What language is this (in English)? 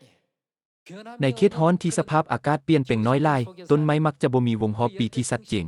Lao